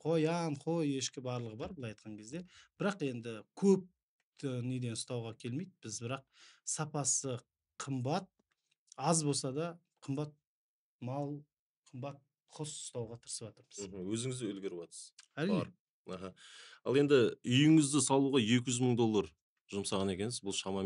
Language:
Kazakh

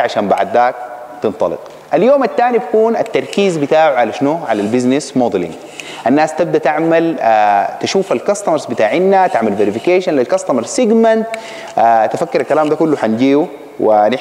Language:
Sudanese Arabic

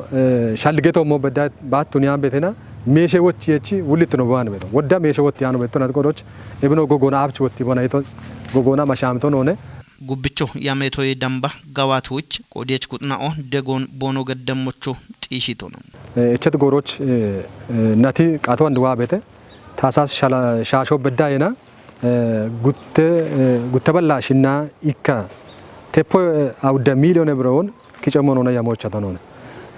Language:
Kafa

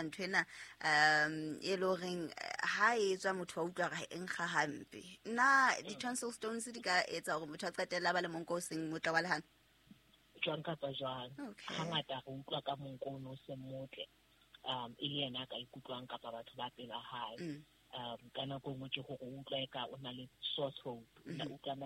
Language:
Southern Sotho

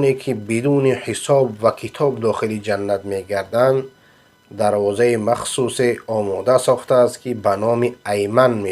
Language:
Persian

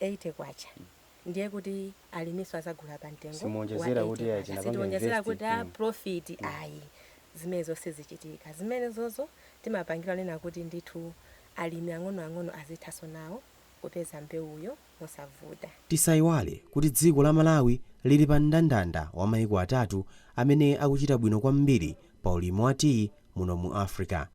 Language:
Nyanja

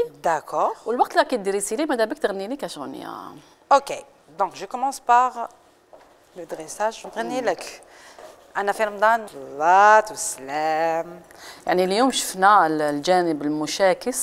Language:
Algerian Arabic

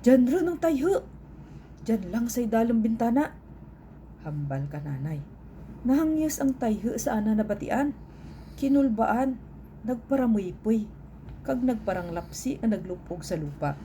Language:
Kinaray-a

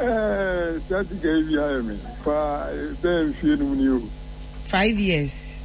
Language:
Akan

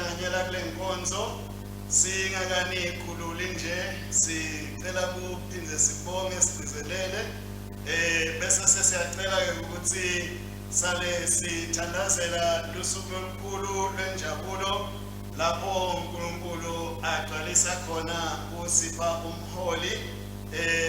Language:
Swati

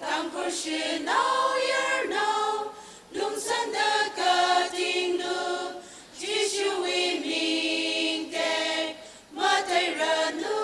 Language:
Tangkhul Naga (India)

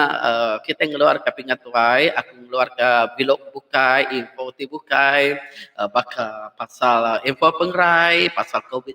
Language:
Iban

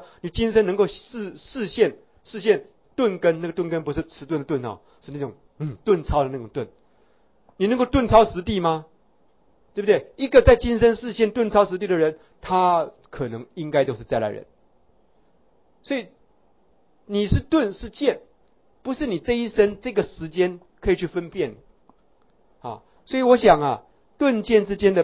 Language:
Chinese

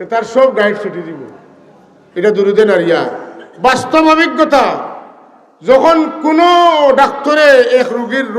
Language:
Sylheti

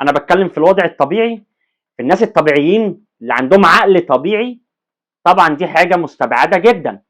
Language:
Egyptian Arabic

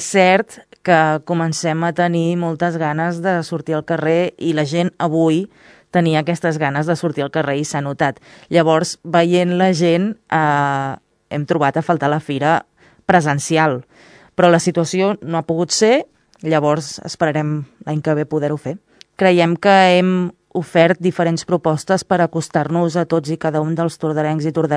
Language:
Catalan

